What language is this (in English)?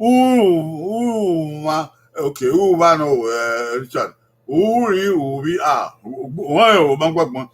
Bini